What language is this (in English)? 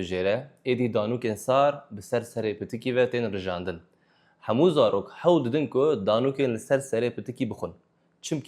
Kurdish